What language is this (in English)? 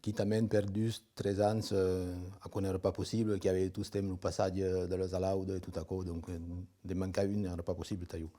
Occitan